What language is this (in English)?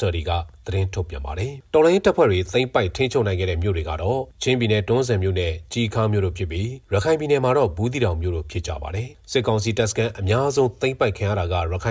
Burmese